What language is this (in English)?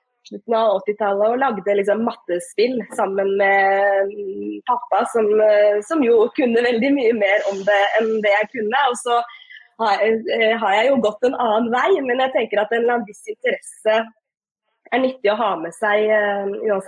Norwegian